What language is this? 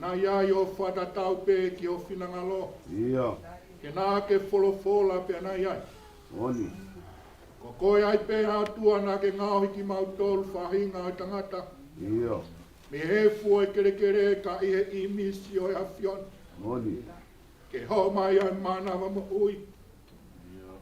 Tongan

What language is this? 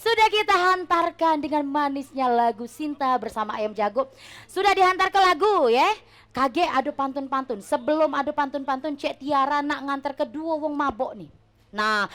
Musi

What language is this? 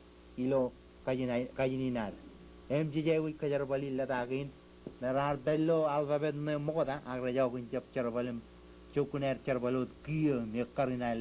Marshallese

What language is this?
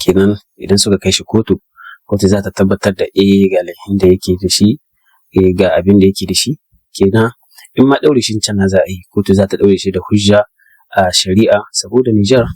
Hausa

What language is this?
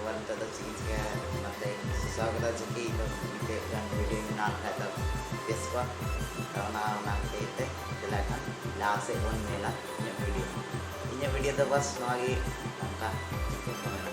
Santali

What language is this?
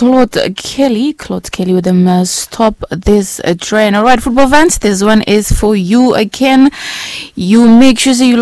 Bislama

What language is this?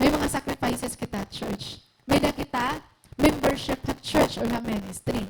Waray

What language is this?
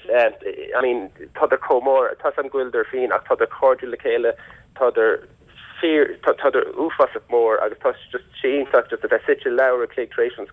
Irish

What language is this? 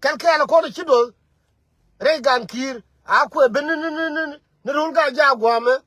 Nuer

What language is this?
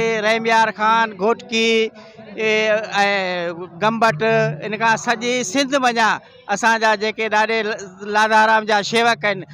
Sindhi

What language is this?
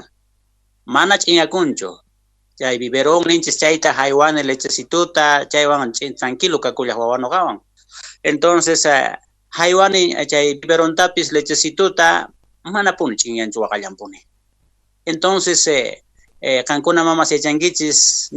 Quechua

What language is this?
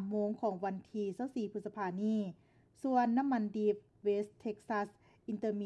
Lao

